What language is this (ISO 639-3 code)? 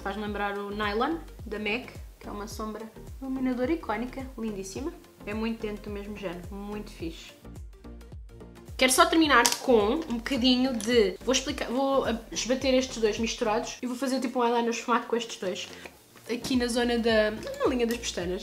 por